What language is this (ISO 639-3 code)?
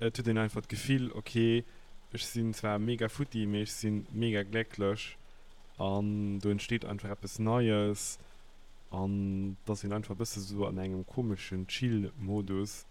ltz